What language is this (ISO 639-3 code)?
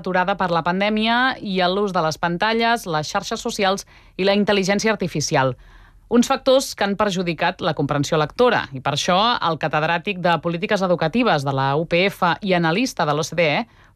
cat